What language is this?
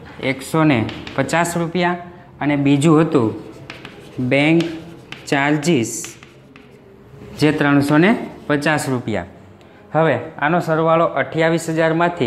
Gujarati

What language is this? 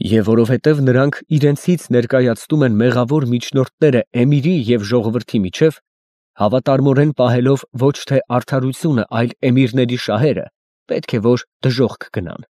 Armenian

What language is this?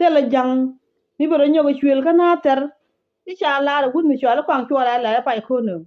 Nuer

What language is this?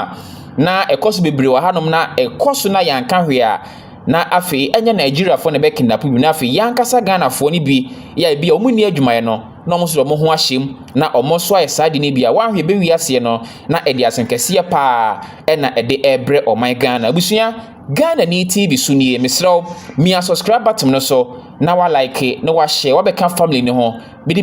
Akan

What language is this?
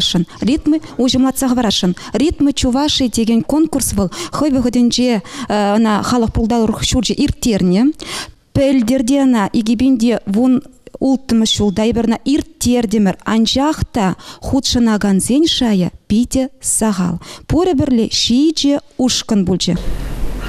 Chuvash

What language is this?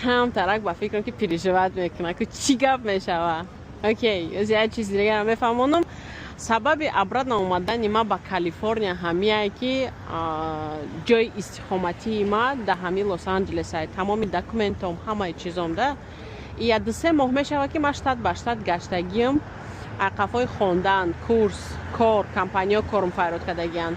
Tajik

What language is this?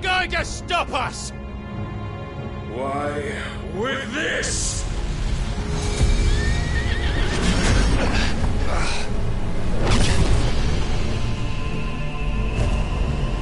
English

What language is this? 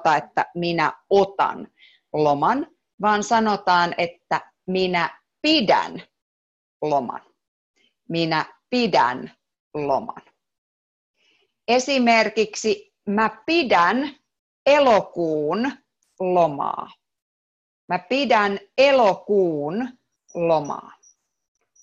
Finnish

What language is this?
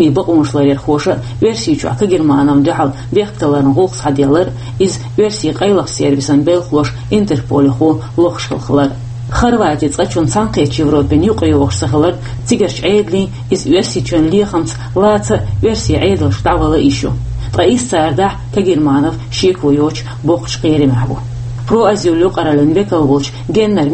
Chechen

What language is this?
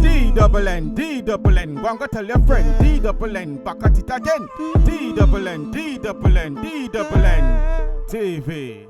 Jamaican Creole English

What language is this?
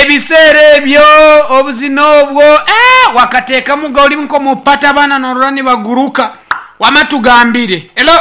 Nyankole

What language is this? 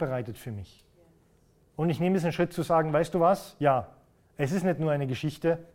German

